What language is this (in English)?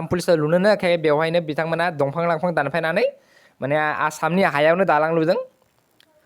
Bodo